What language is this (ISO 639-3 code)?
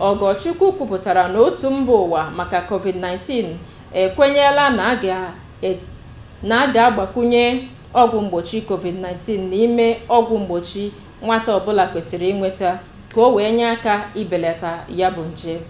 ibo